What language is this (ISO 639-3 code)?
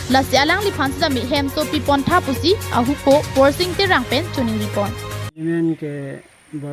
mjw